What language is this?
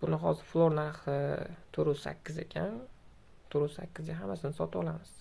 Uzbek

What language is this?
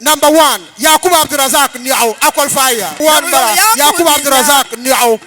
Dagbani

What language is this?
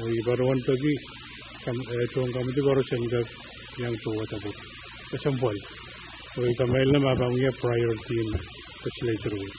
Pohnpeian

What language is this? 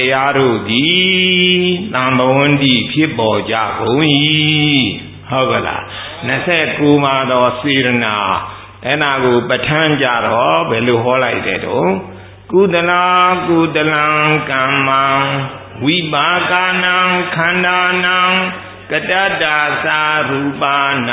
Burmese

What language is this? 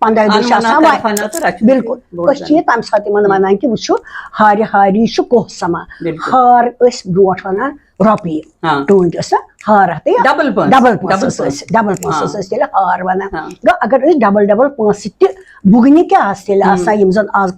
Kashmiri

